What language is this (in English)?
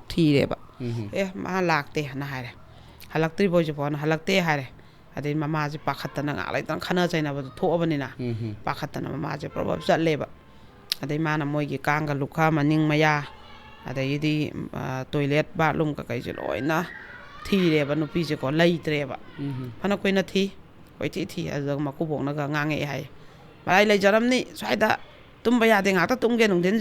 Manipuri